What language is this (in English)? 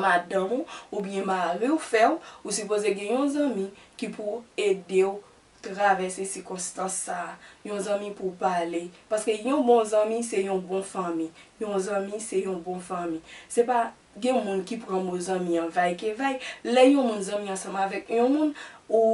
Haitian Creole